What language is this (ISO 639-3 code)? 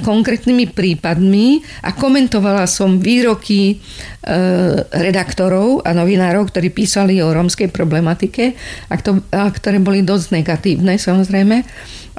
slk